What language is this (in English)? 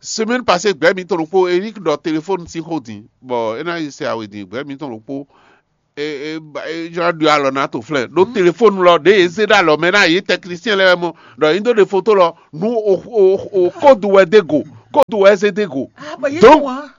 Fon